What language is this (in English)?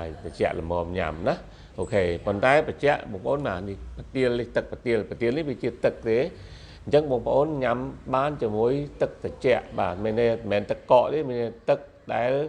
Khmer